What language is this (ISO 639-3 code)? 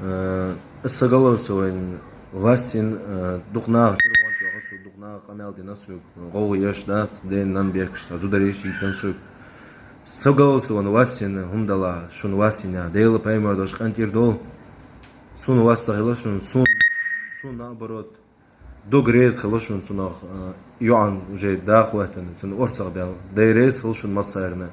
che